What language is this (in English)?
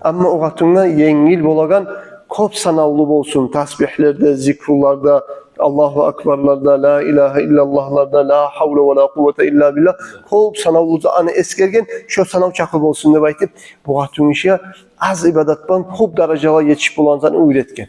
Kumyk